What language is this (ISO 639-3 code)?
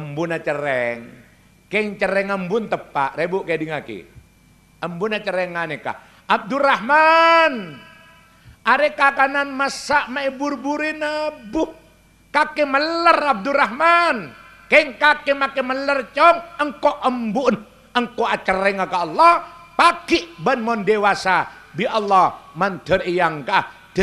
mad